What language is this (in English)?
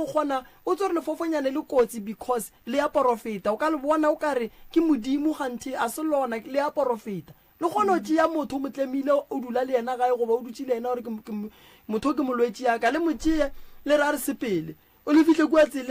Northern Sotho